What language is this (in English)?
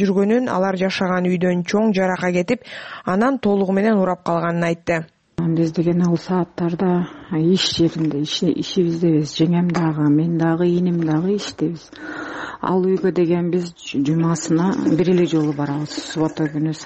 Kyrgyz